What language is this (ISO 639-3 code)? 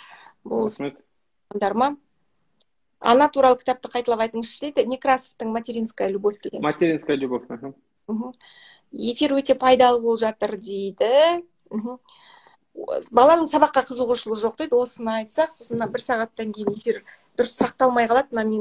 kaz